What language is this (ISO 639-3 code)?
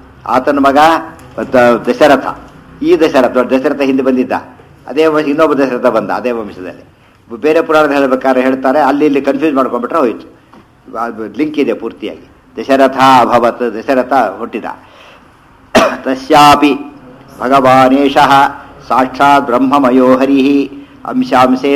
kan